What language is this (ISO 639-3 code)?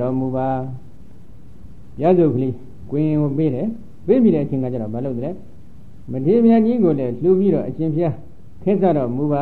mya